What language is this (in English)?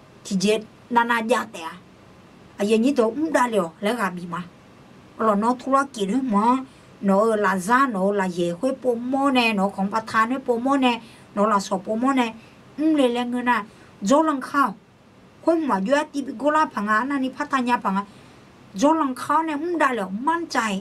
Akha